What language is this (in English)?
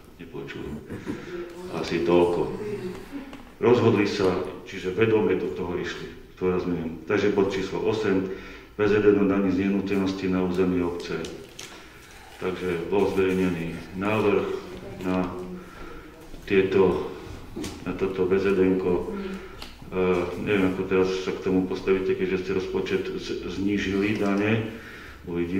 Slovak